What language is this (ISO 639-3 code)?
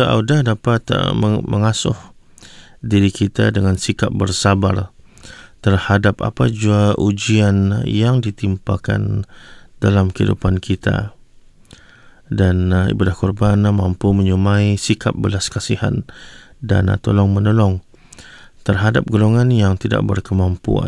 msa